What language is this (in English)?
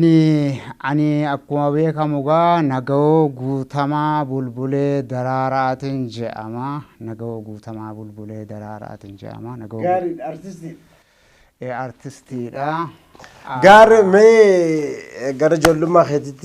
Oromo